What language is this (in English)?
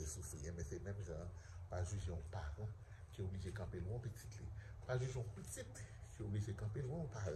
Haitian Creole